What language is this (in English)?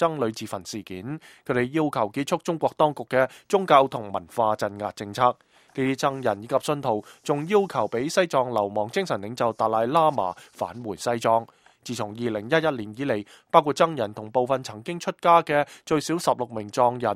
Cantonese